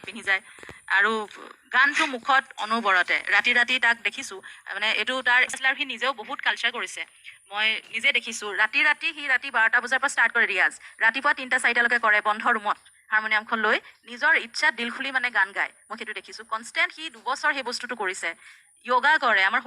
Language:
Assamese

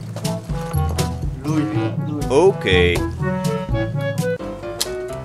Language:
Vietnamese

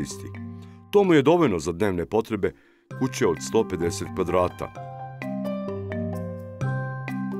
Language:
Serbian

